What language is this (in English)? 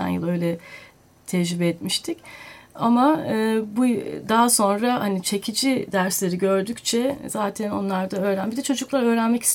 Turkish